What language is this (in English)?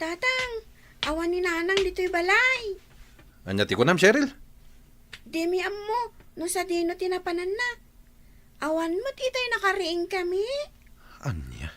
Iloko